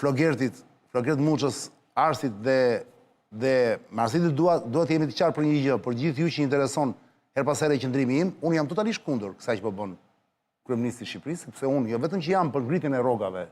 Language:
Albanian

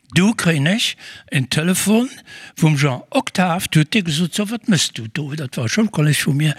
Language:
Luxembourgish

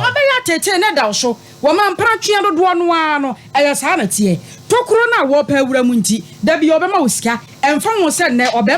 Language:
Akan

